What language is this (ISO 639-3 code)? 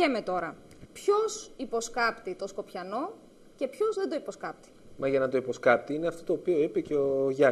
ell